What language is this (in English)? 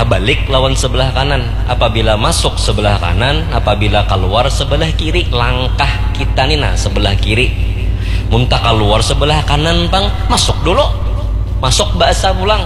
Banjar